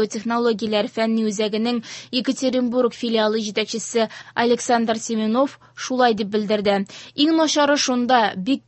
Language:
Tatar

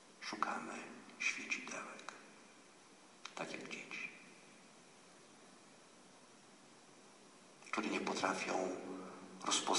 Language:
Polish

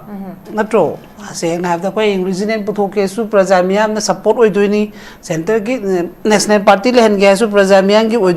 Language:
Manipuri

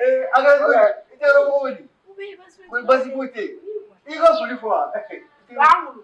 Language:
Bambara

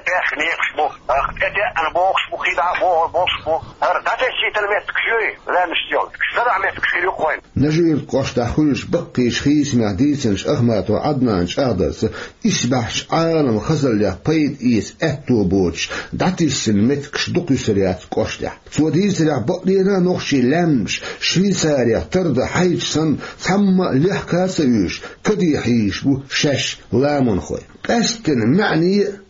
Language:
Chechen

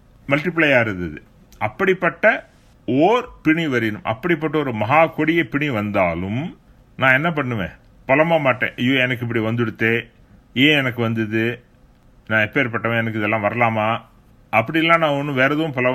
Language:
Tamil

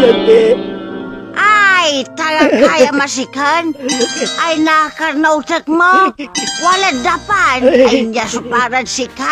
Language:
Pangasinan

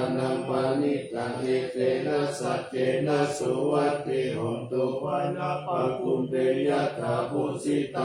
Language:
Pali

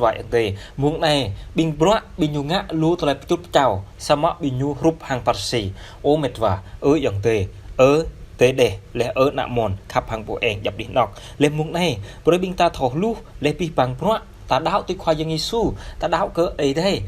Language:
Jarai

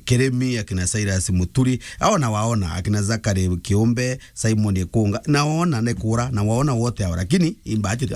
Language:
Meru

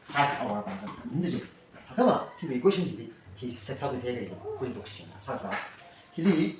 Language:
Tangkhul Naga (India)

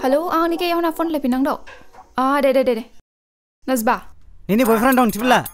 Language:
Dimasa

